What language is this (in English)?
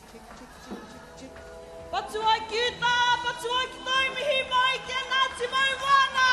Māori